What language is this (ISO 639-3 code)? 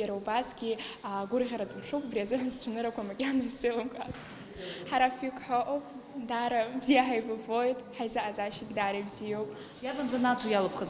abk